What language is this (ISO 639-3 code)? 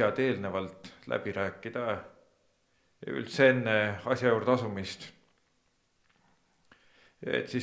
est